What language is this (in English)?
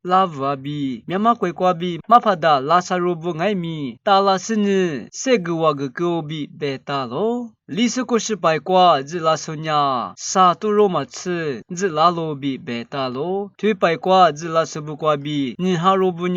Lisu